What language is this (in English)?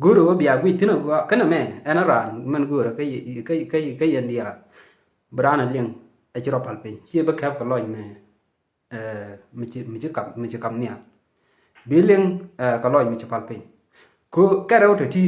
Nuer